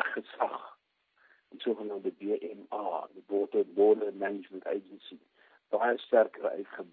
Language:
Afrikaans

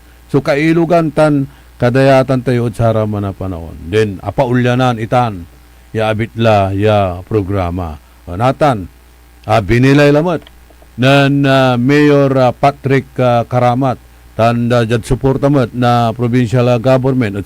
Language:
Pangasinan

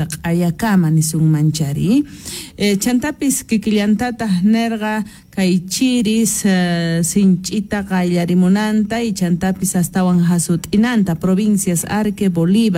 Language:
South Bolivian Quechua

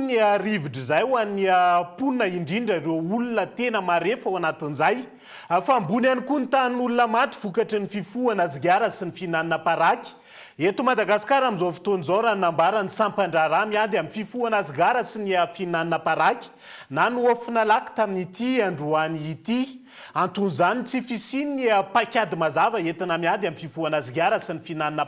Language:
Malagasy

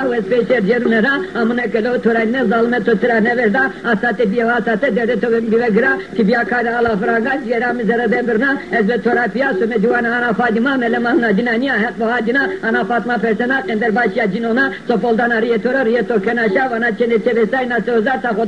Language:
Zaza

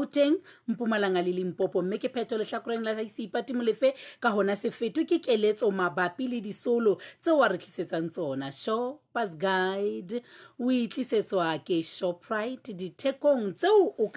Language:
Southern Sotho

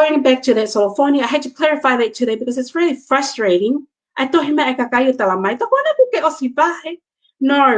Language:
Tongan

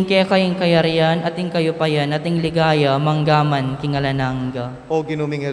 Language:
Pampanga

